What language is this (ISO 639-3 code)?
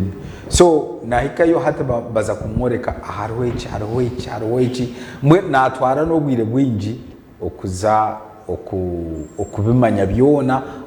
nyn